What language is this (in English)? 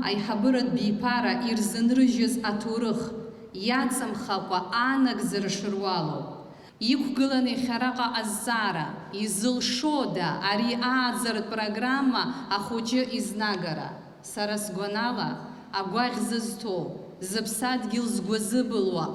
Abkhazian